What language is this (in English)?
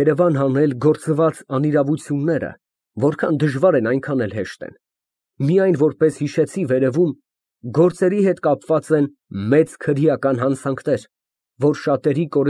Armenian